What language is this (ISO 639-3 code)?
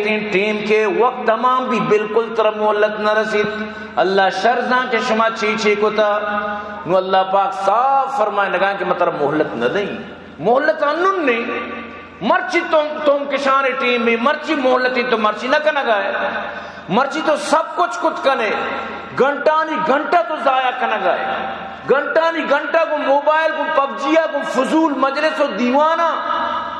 bal